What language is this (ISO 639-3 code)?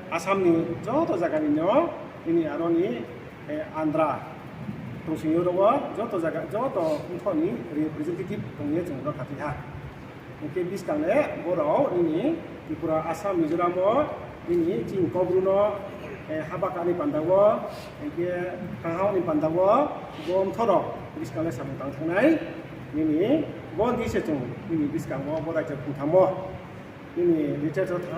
ria